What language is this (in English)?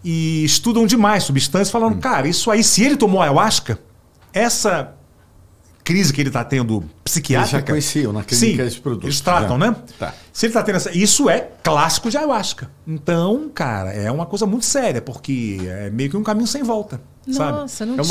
Portuguese